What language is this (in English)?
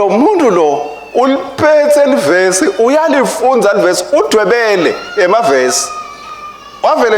Swati